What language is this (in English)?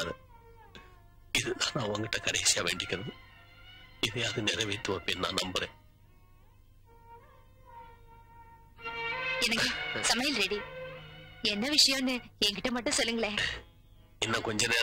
Tamil